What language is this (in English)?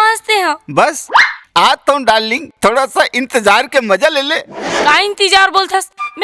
Chhattisgarhi